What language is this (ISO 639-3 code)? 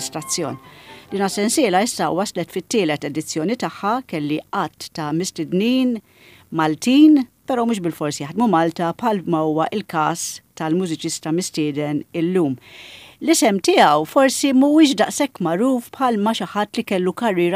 mlt